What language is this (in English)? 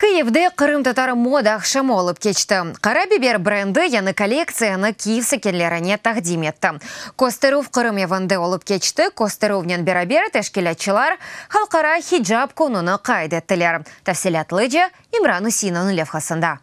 Crimean Tatar